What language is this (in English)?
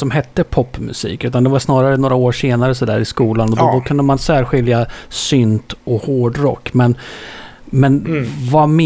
Swedish